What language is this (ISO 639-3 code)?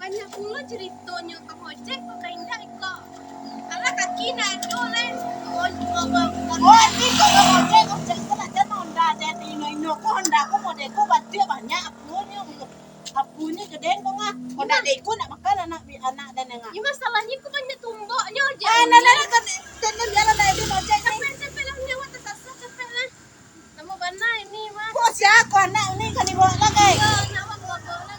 min